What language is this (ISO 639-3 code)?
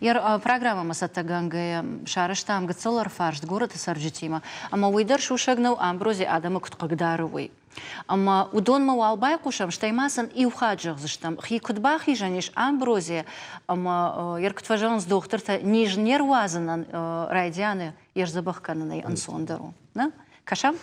oss